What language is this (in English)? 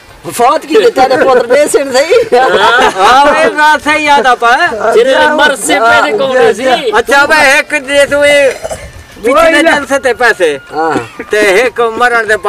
Saraiki